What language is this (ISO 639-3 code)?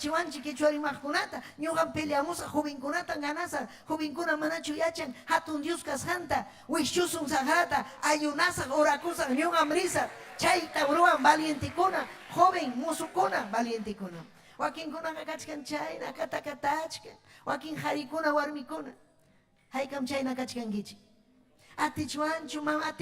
quy